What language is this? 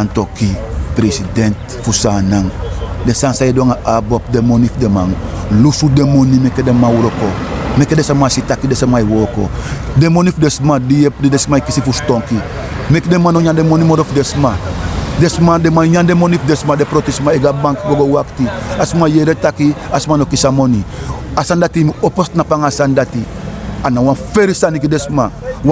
Sranan Tongo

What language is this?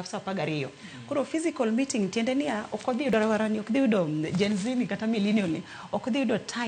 Luo (Kenya and Tanzania)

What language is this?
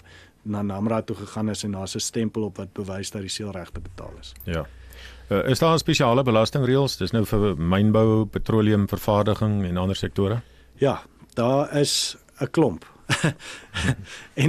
Afrikaans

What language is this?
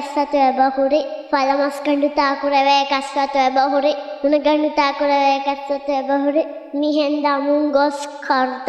Divehi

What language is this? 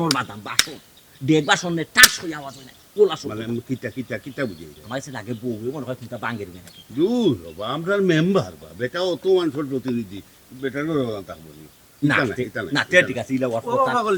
Sylheti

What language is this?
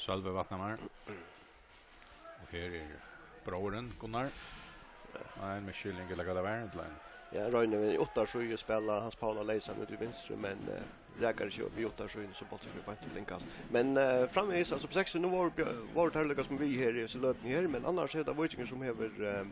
Faroese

